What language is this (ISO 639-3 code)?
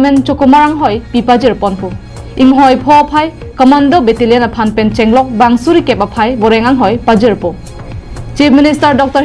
mjw